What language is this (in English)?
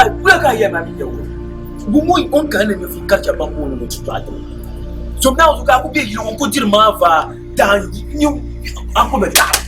Dagbani